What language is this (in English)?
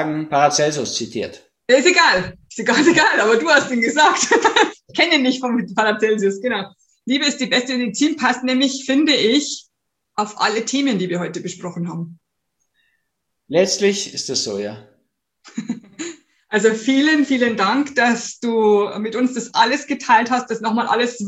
German